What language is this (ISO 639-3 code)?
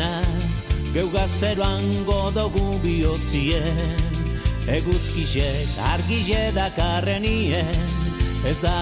eus